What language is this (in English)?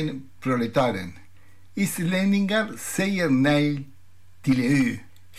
Swedish